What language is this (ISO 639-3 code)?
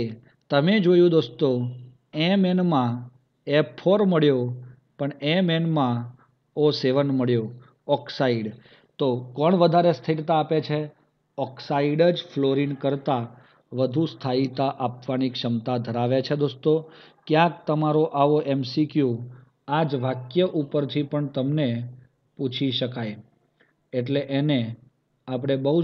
guj